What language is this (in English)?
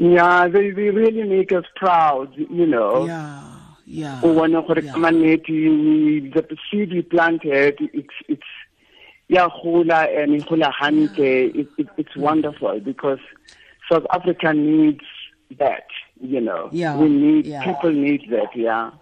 Tswana